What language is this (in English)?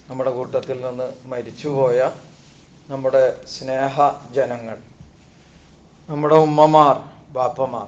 Malayalam